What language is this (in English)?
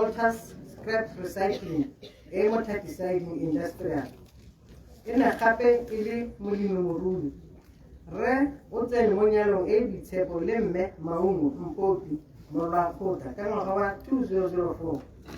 Tswana